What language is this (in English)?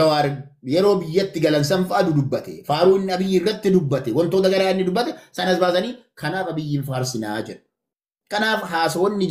Oromo